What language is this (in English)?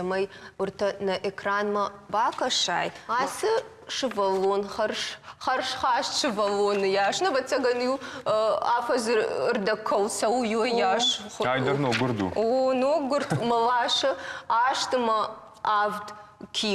Ossetic